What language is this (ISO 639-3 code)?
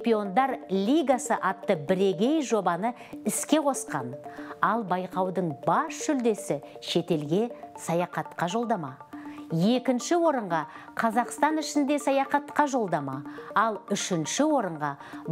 kaz